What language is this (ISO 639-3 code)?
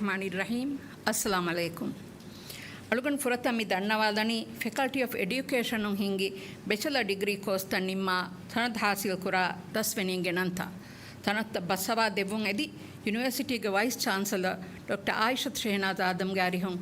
div